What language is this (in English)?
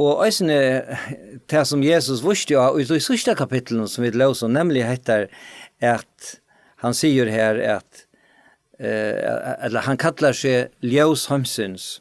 Faroese